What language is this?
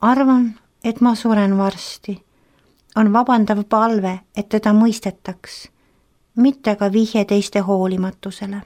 Estonian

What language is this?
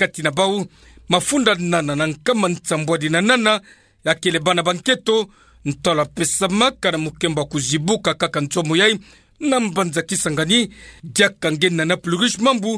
Kituba (Democratic Republic of Congo)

